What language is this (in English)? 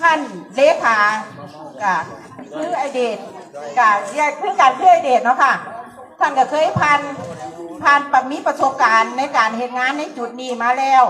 Lao